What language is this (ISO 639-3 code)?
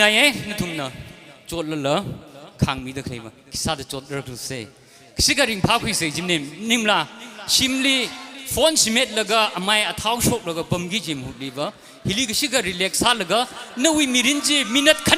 nmf